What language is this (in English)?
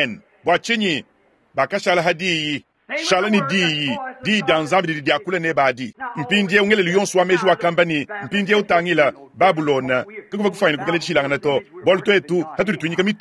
Luba-Lulua